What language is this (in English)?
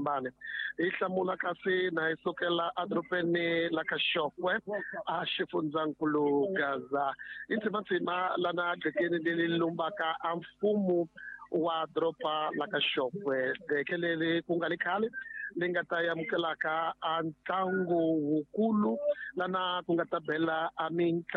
Tsonga